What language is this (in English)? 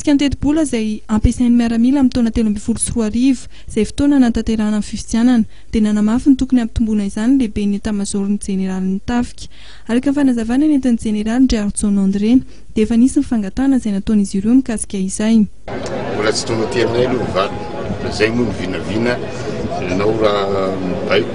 Malagasy